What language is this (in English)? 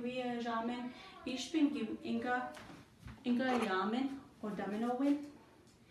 Chippewa